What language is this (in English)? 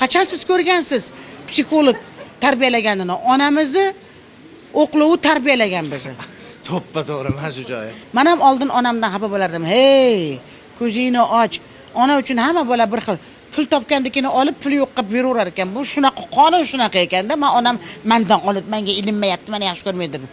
Uzbek